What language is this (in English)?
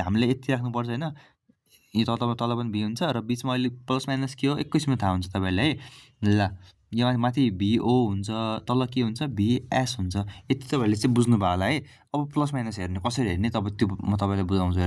Nepali